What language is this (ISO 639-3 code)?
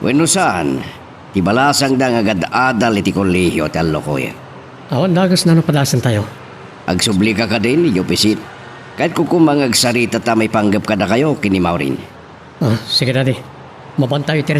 ilo